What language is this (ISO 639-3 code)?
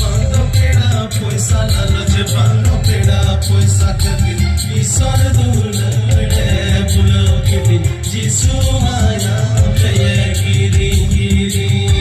sat